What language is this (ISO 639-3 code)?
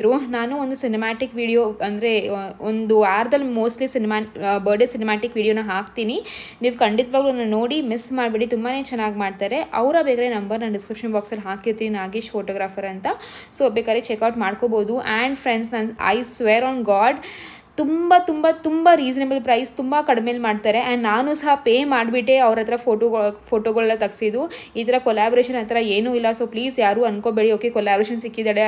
kan